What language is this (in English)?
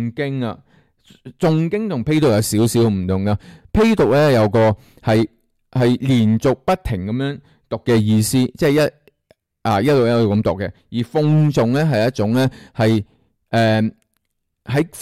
Cantonese